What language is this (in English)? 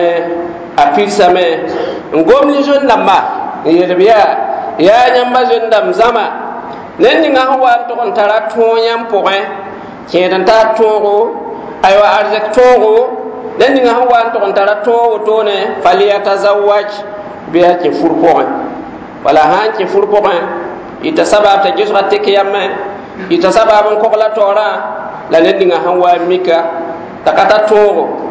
Mossi